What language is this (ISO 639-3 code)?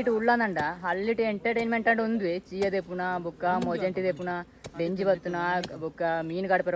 tcy